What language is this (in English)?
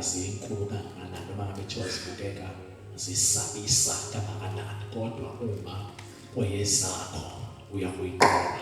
Zulu